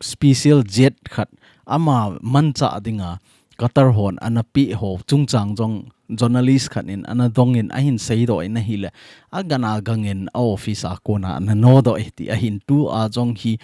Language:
Thado Chin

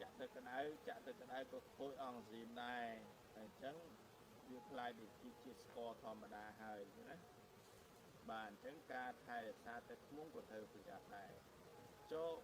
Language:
Khmer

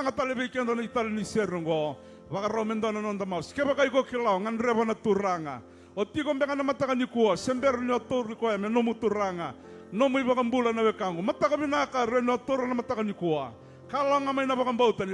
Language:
Fijian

